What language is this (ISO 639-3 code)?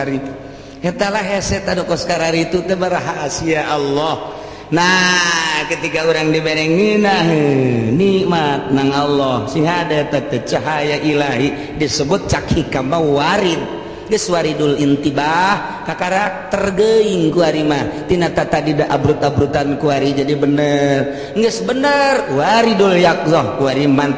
sun